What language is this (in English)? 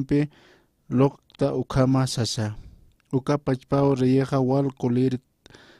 Aymara